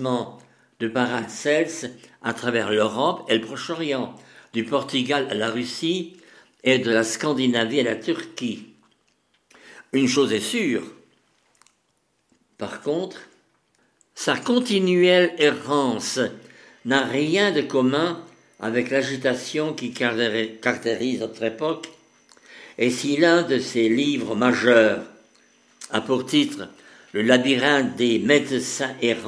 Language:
French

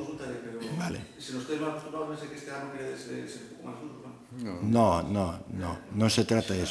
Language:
Galician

